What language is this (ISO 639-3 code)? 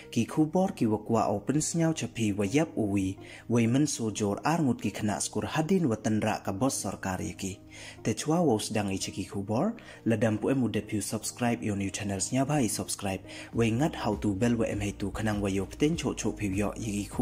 pbv